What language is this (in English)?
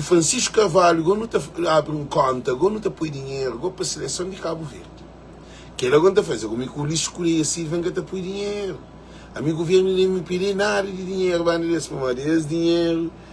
Kabuverdianu